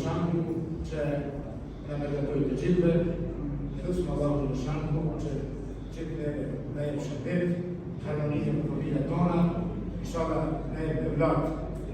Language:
Albanian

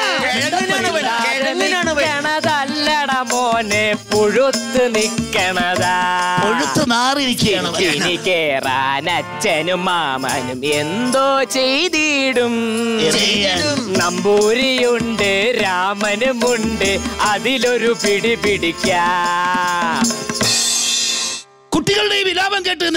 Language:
Malayalam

